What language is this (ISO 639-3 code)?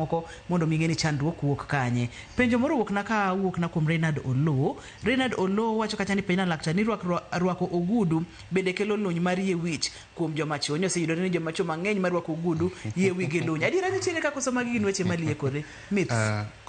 luo